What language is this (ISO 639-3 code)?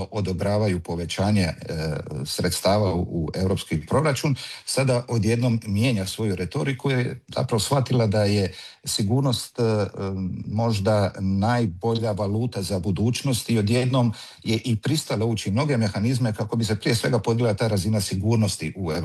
hrv